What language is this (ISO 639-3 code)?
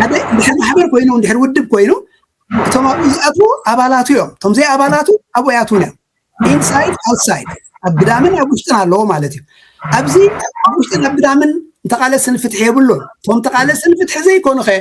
tir